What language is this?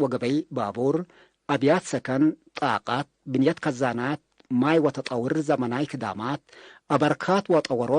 Tigre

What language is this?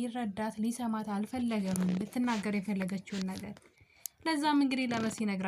Amharic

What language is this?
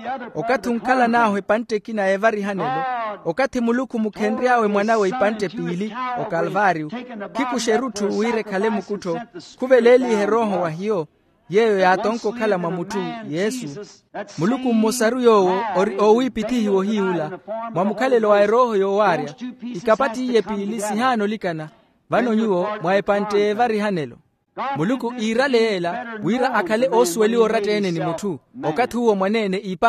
Makhuwa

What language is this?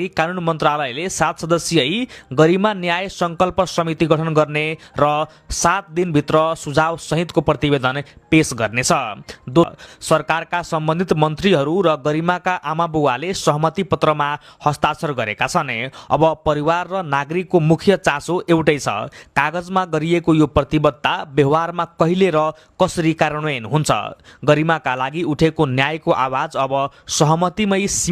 Nepali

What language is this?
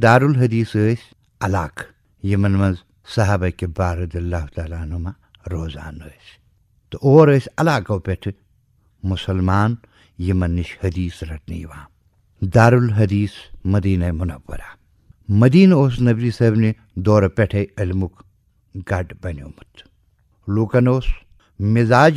Kashmiri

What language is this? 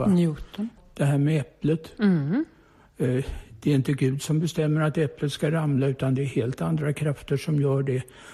Swedish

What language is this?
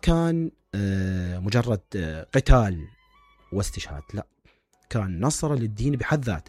Mesopotamian Arabic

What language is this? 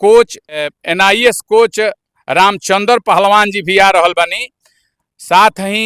Bhojpuri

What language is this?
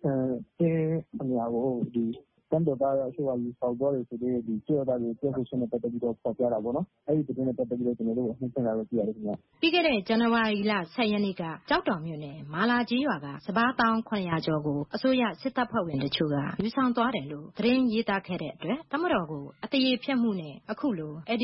Burmese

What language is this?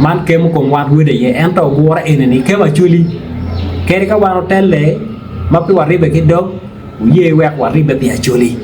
Acoli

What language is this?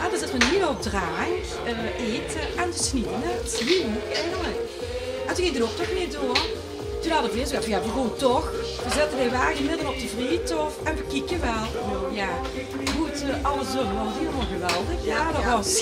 Limburgish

